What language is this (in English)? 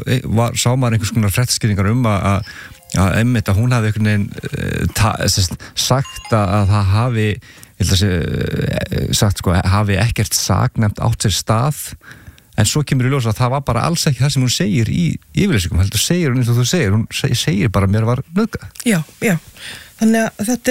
Icelandic